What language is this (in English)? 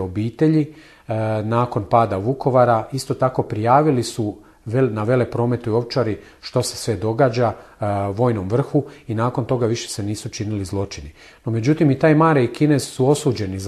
Croatian